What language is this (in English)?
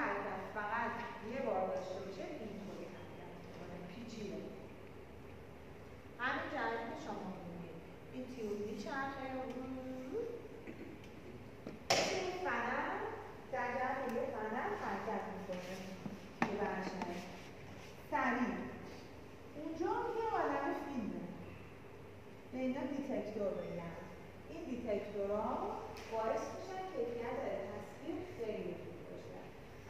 Persian